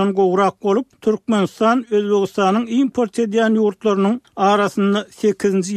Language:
Turkmen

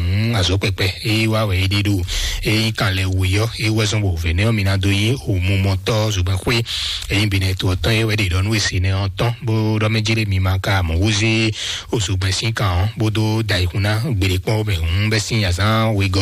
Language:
Fon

